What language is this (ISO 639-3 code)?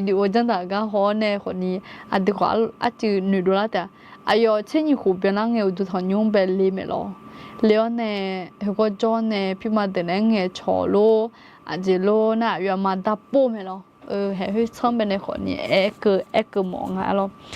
ahk